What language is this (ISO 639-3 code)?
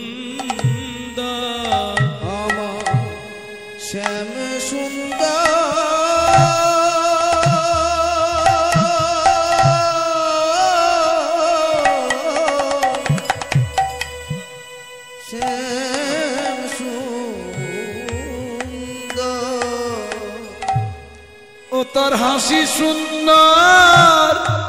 ben